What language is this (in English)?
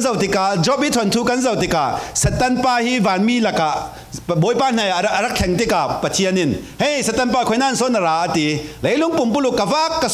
Falam Chin